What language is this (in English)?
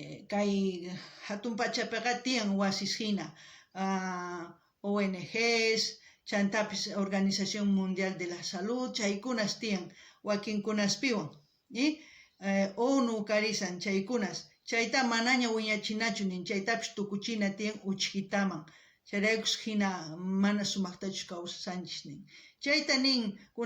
South Bolivian Quechua